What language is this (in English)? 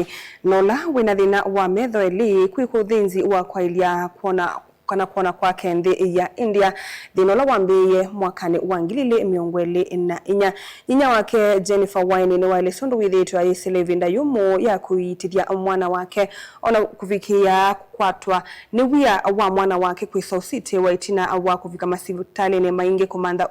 Kamba